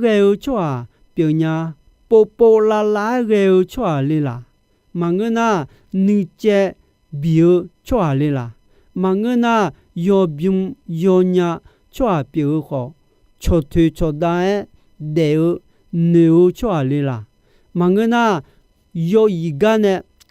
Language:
Akha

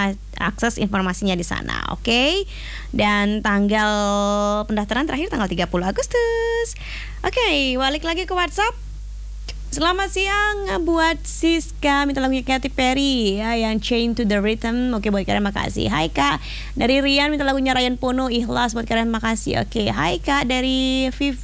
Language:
Indonesian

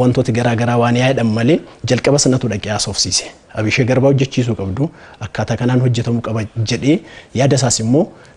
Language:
Oromo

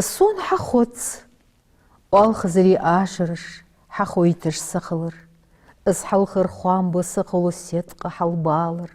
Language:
Ingush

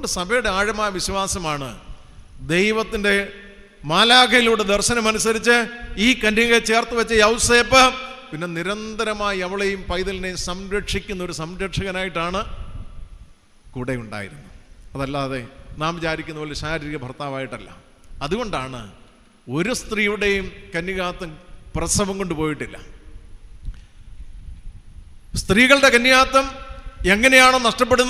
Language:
Malayalam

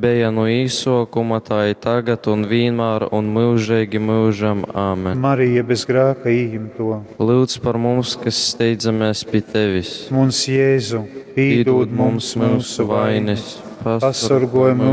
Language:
Latgalian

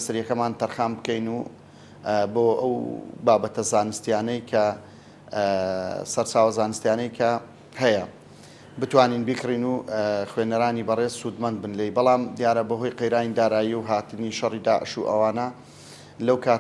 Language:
Central Kurdish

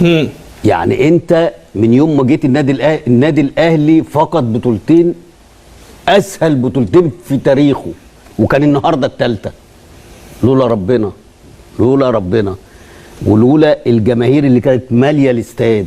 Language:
Egyptian Arabic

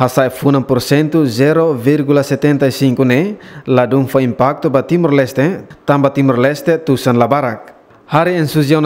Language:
Tetum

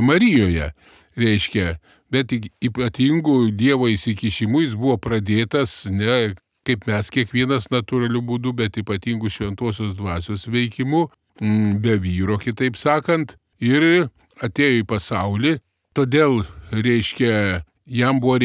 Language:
Lithuanian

